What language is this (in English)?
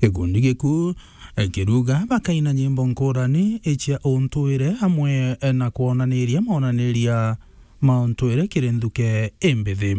Meru